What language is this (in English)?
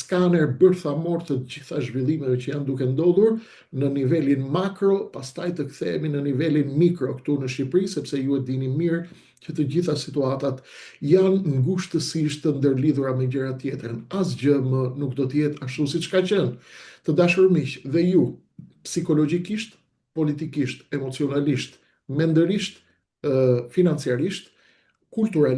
Albanian